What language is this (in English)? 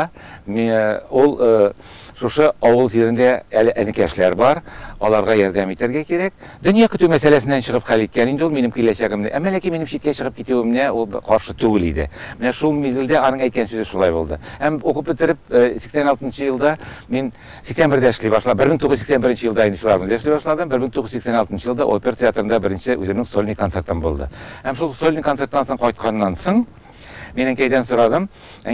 Tatar